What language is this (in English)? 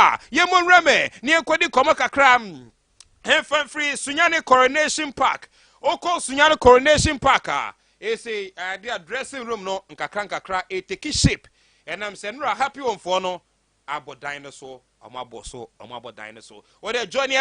Akan